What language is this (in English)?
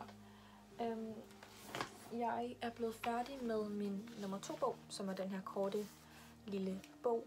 Danish